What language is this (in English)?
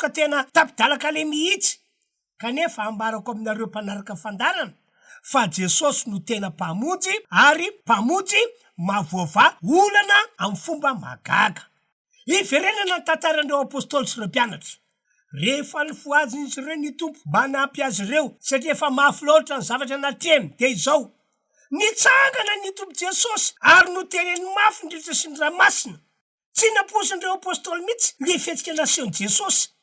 Malagasy